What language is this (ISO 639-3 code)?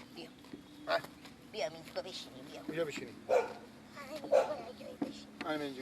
fas